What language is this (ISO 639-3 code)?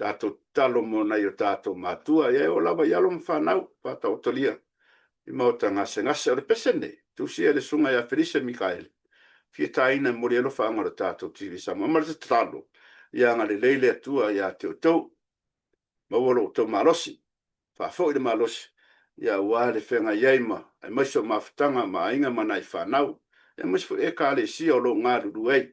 smo